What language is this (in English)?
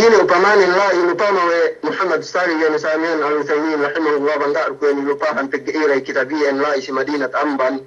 Yakan